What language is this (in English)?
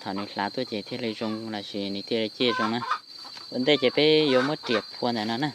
Hmong